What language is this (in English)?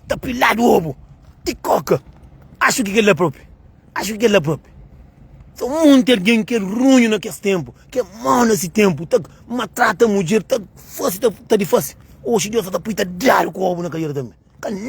Kabuverdianu